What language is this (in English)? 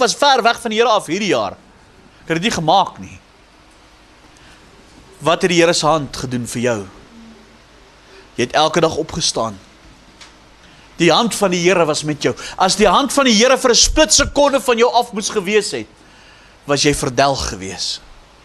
Afrikaans